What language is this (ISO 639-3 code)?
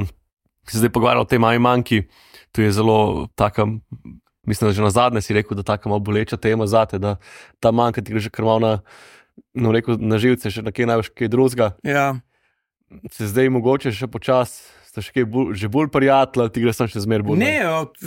slv